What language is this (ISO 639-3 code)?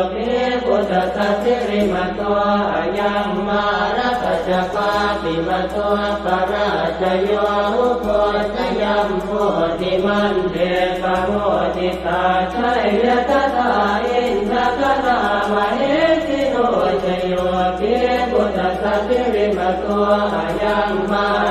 pli